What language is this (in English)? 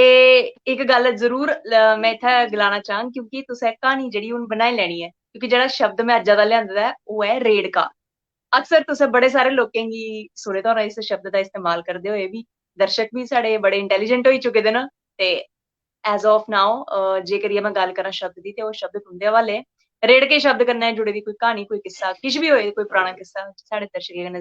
Dogri